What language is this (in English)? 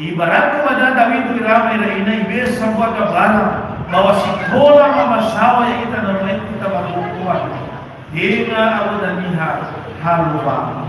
Nias